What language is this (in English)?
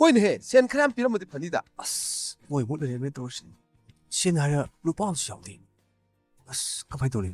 Manipuri